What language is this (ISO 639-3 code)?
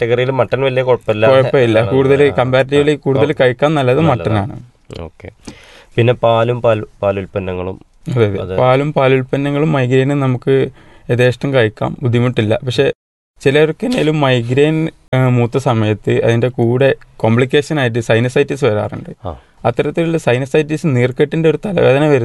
mal